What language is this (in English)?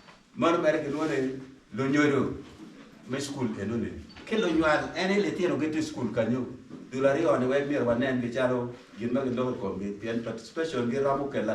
Acoli